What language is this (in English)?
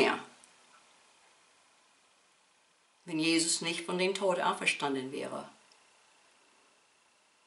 German